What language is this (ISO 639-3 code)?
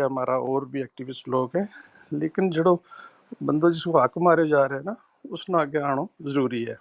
gju